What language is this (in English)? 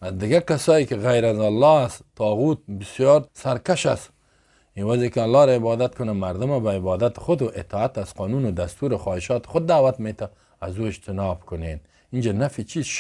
Persian